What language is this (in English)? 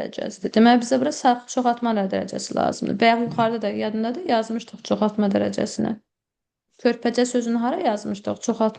Azerbaijani